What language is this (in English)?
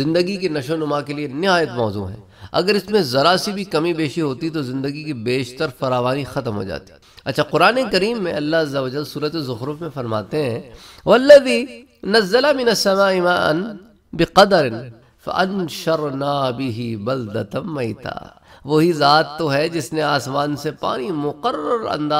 Urdu